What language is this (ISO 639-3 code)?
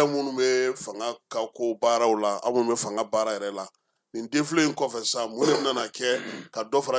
bam